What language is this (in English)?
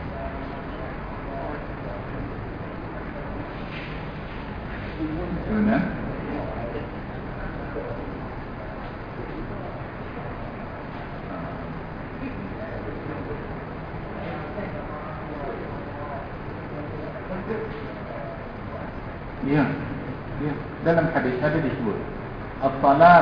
Malay